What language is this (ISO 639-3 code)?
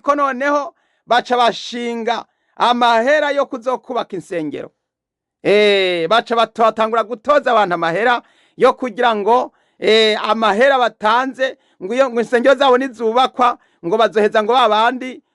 run